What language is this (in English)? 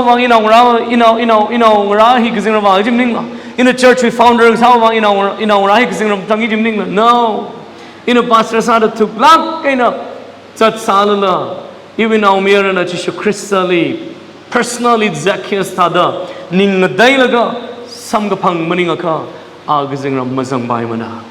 Tangkhul Naga (India)